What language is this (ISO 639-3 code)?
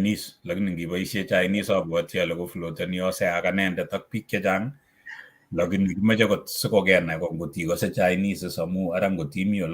kln